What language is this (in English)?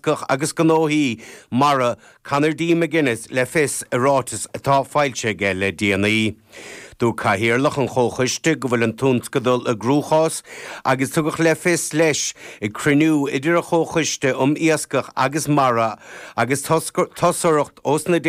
Irish